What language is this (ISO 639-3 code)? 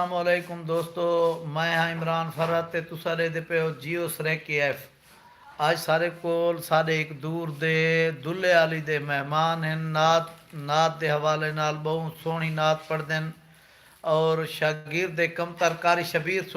skr